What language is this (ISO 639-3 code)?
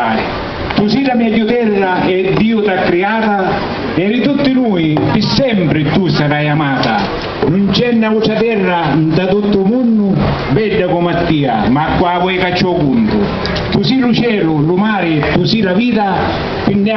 scn